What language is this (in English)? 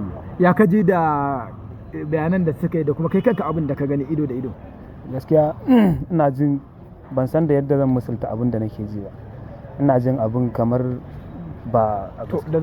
Hausa